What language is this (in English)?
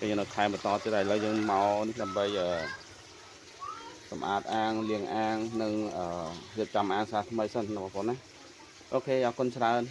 Khmer